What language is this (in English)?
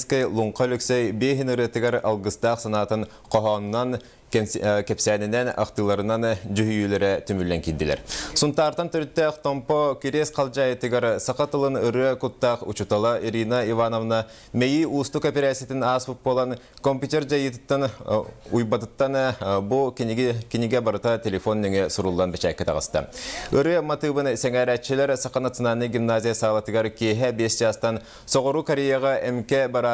Yakut